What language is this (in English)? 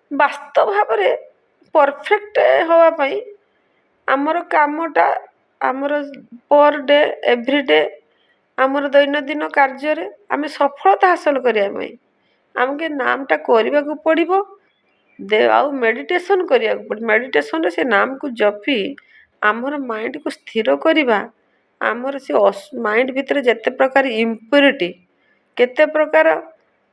Odia